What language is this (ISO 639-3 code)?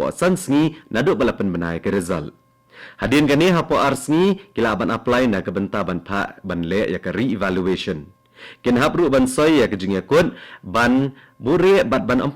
kha